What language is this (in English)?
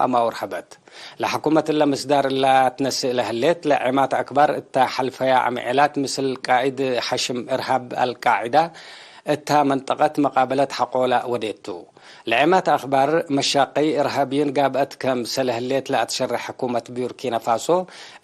Tigre